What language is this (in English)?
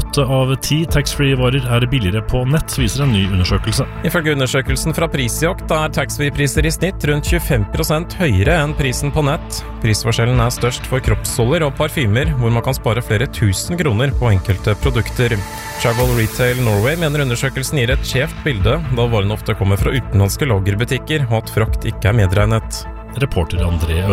Norwegian